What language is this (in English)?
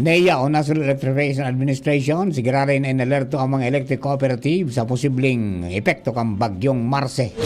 Bikol